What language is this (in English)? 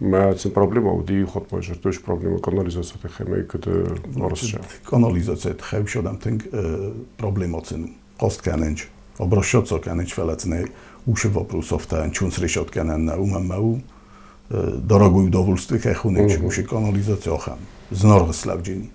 Ossetic